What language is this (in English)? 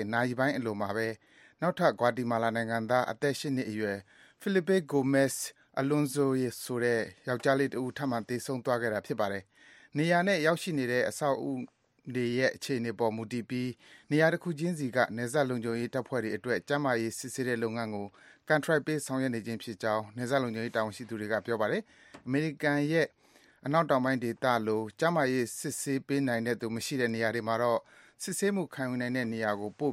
Burmese